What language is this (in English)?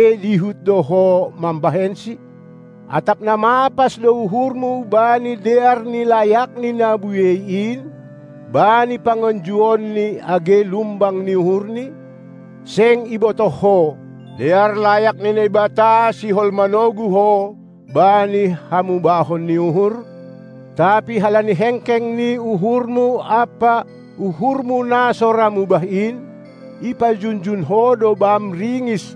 Batak Simalungun